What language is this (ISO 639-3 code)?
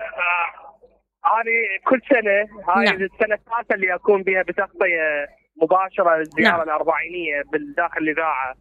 acm